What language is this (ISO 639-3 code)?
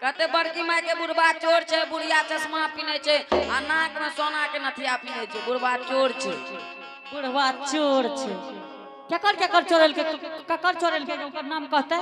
anp